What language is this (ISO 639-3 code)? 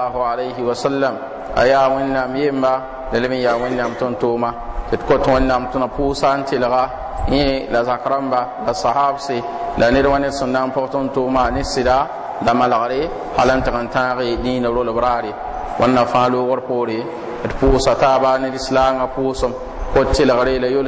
mos